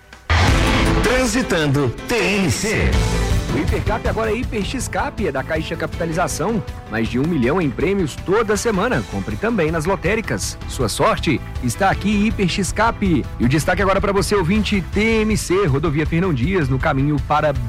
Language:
Portuguese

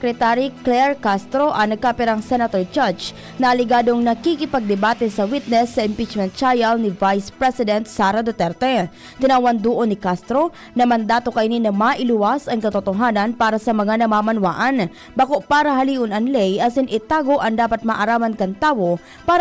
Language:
Bikol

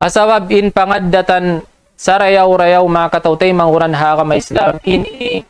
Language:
Tausug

